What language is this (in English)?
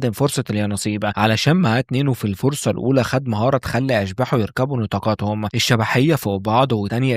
Egyptian Arabic